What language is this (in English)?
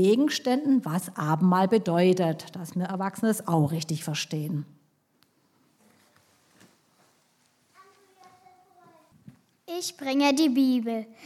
German